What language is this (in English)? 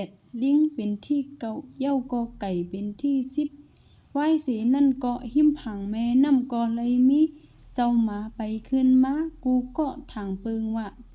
Shan